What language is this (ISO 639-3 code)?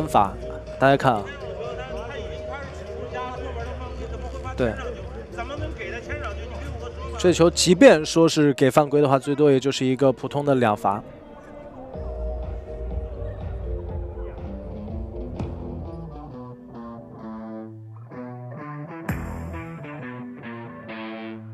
zho